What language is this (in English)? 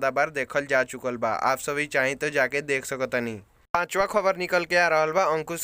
Bhojpuri